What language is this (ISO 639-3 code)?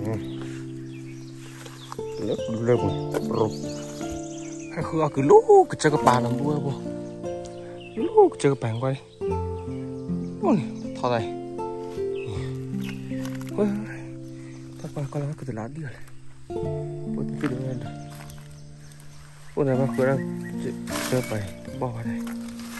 msa